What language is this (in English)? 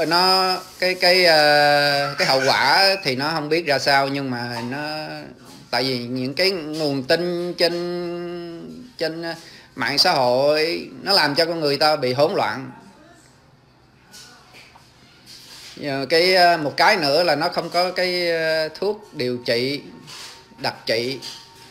Vietnamese